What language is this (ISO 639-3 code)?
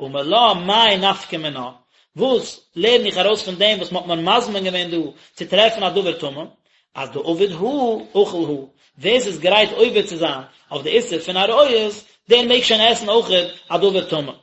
yid